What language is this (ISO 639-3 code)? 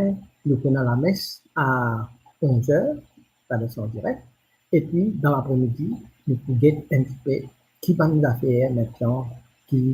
mfe